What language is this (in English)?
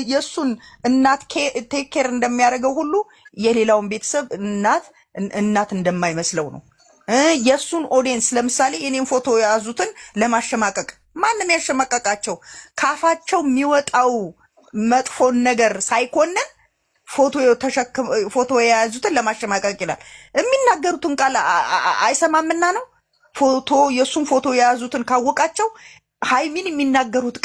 Amharic